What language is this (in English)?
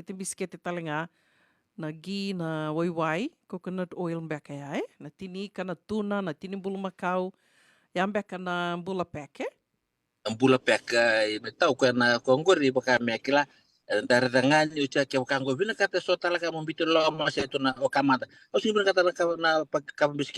Fijian